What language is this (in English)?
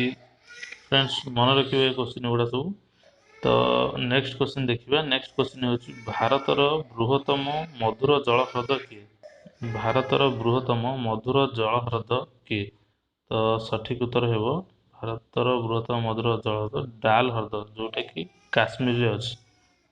Odia